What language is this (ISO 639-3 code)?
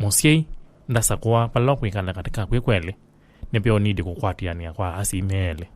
kam